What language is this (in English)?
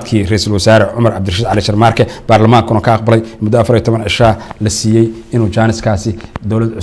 Somali